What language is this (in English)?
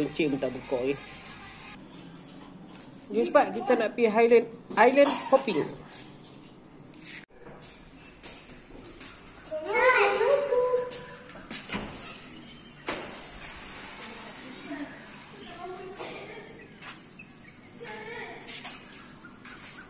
Malay